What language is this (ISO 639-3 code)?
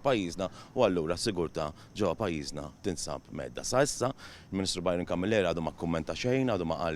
mlt